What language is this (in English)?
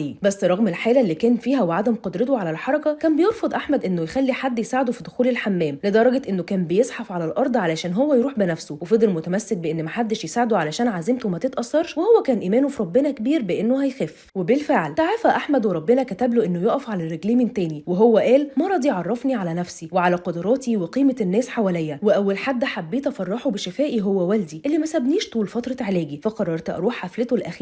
Egyptian Arabic